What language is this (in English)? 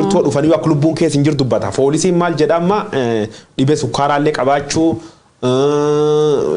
Oromo